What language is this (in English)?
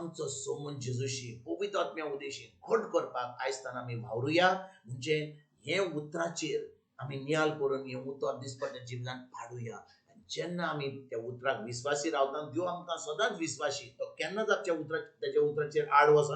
Konkani